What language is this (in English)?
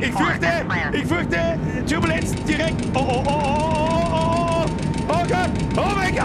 Bavarian